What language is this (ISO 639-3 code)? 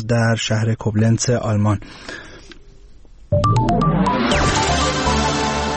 fas